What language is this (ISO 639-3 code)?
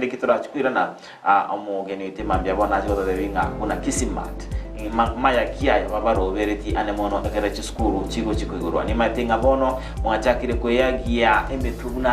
guz